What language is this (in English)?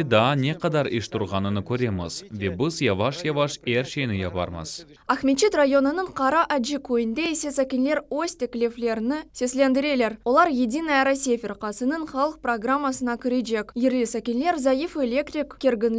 Crimean Tatar